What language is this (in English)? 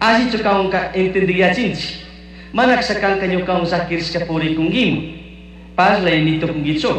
Chimborazo Highland Quichua